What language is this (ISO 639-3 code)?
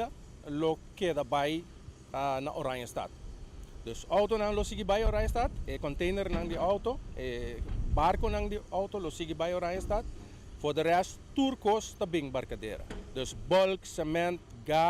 pap